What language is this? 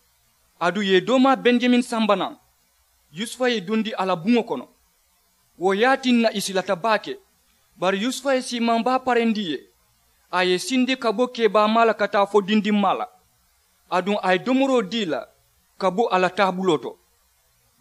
Mandingo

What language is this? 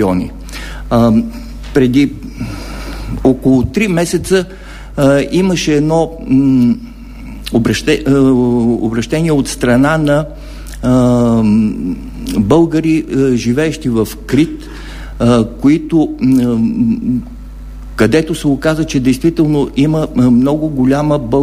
Bulgarian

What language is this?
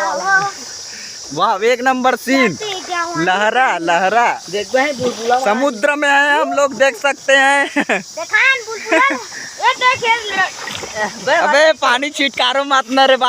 Chhattisgarhi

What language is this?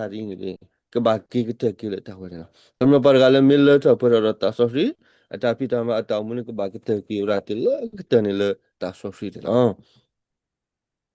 S'gaw Karen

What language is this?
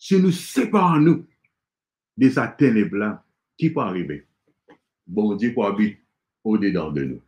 Morisyen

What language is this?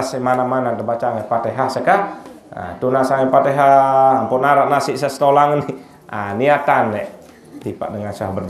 Sasak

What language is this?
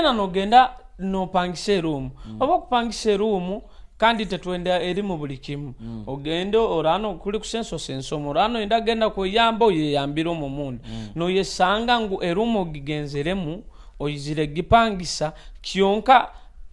Nyoro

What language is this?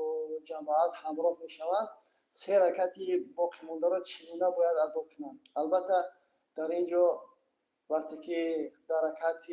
Tajik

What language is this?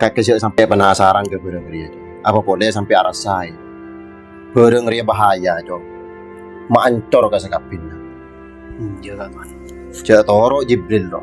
Madurese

